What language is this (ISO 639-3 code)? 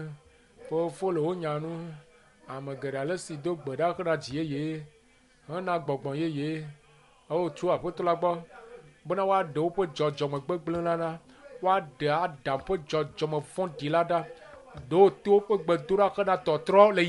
ewe